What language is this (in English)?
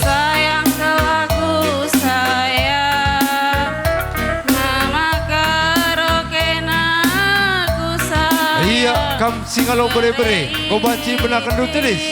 Batak Karo